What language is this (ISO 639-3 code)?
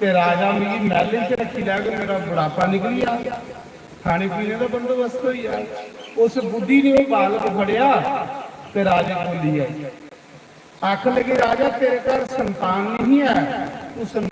doi